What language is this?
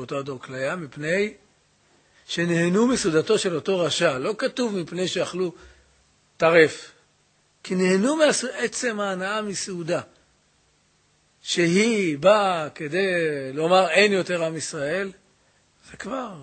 Hebrew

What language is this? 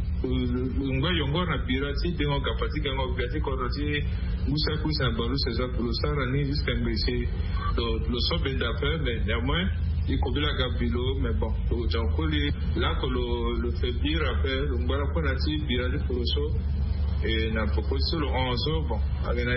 Sango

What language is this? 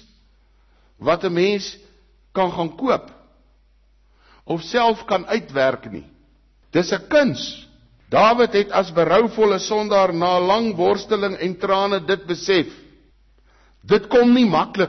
Afrikaans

